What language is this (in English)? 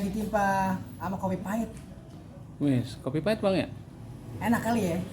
Betawi